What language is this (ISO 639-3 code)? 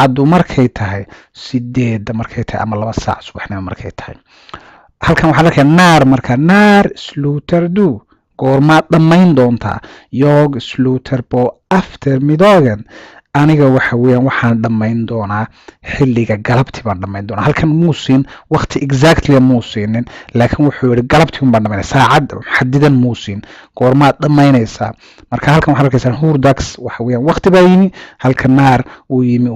som